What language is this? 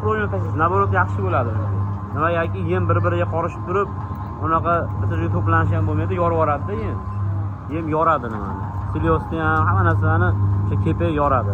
Uzbek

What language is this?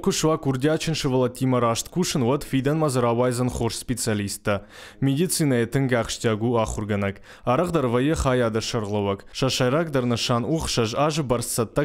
Ossetic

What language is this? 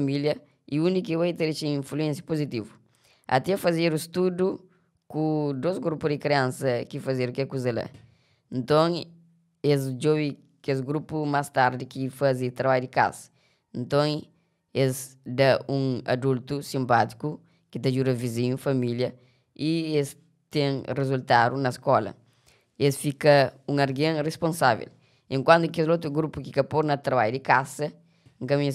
Kabuverdianu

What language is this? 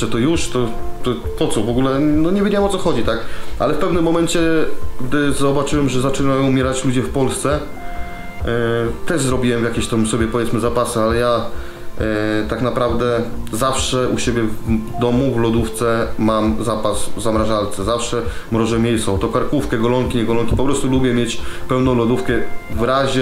Polish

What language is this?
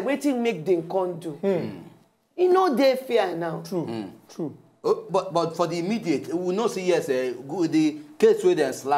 Nigerian Pidgin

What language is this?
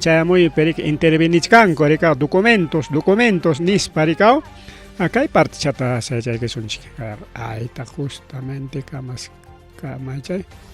Ayacucho Quechua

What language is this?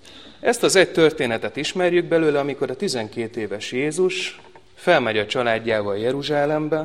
Hungarian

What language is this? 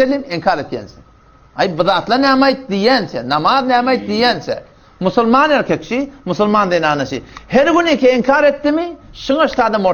Turkmen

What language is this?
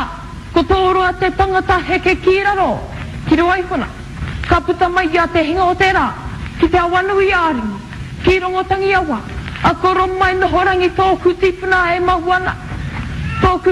Māori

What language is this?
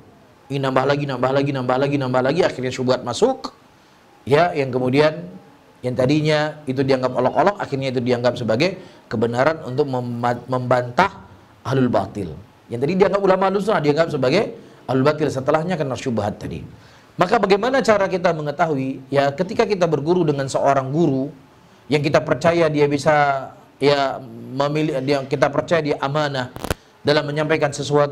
Indonesian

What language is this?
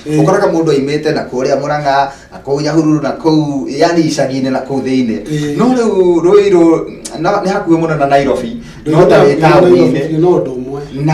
Kikuyu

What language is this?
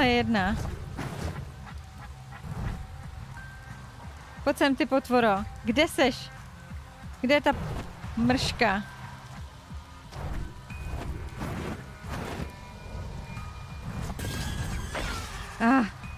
Czech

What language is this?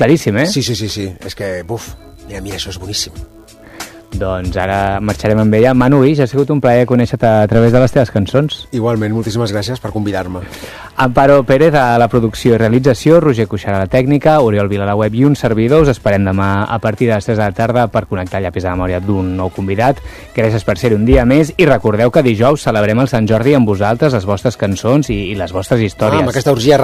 Catalan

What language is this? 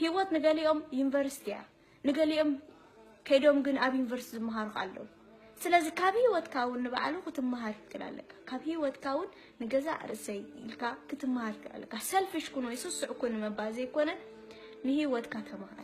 Tigrinya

